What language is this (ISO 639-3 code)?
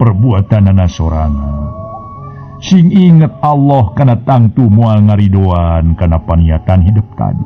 sun